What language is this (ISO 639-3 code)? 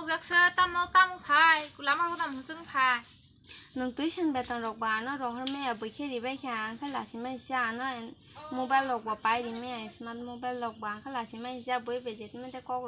trp